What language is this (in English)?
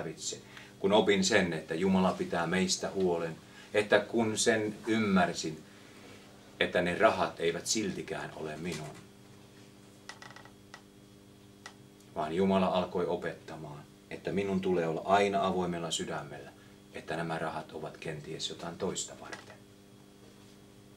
Finnish